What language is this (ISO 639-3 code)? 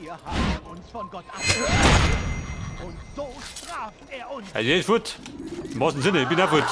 bar